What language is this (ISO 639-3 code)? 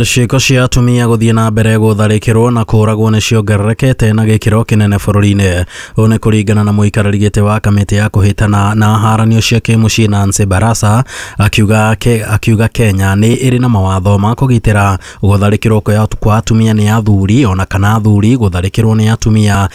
kik